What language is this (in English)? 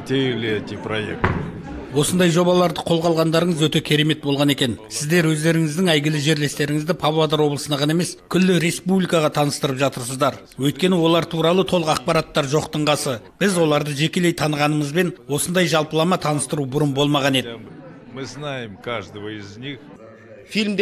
Kazakh